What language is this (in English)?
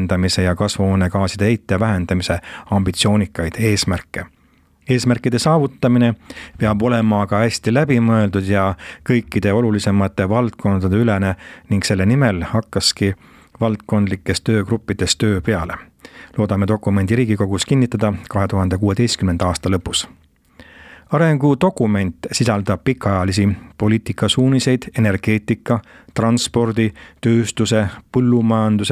Estonian